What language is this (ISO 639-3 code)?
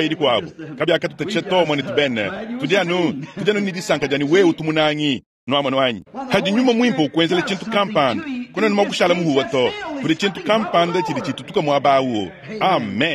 lua